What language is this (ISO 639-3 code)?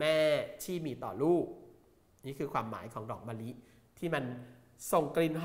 tha